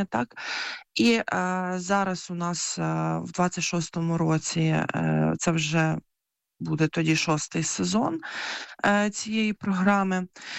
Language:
Ukrainian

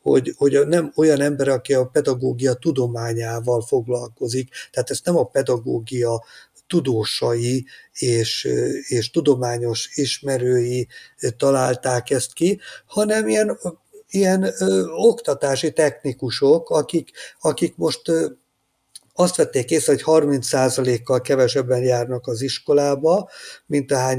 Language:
Hungarian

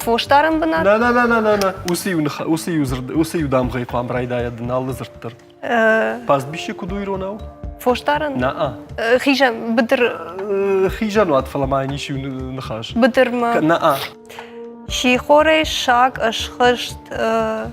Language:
Ossetic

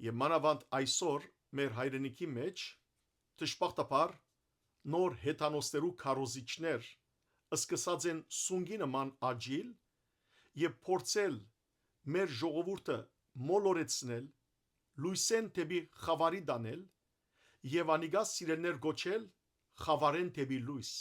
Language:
Western Armenian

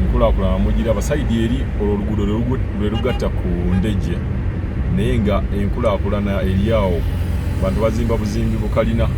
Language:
Ganda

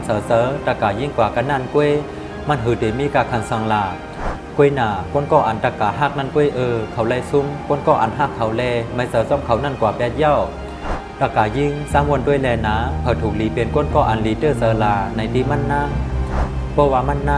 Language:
Shan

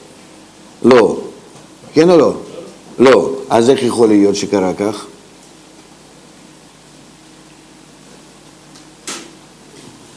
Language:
Hebrew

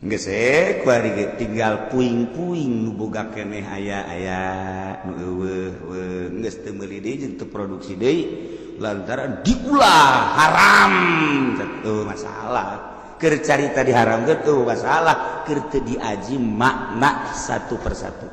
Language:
Sundanese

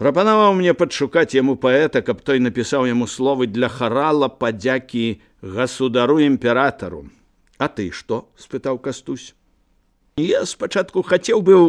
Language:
Belarusian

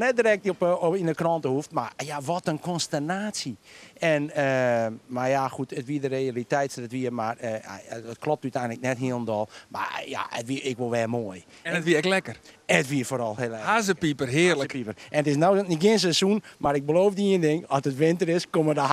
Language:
Western Frisian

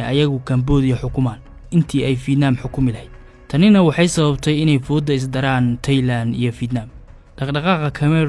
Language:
Somali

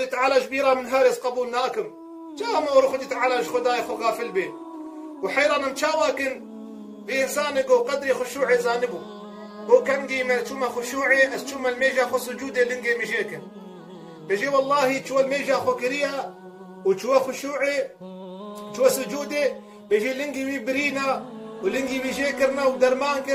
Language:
Kurdish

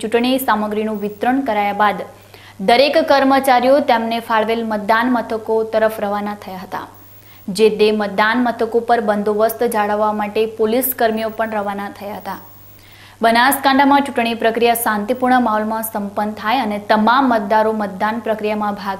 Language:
Gujarati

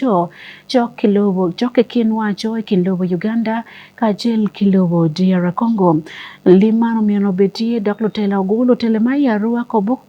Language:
Acoli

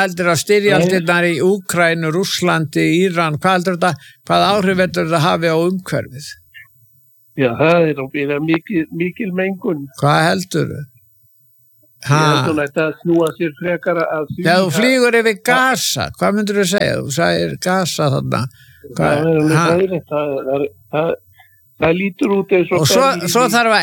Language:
Icelandic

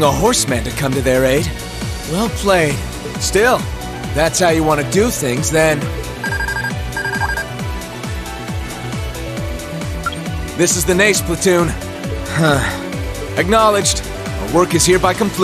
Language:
English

